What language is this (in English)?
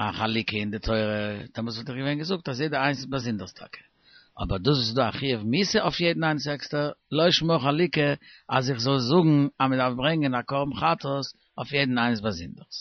Yiddish